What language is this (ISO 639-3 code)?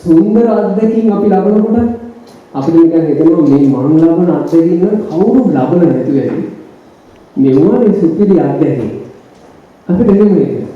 sin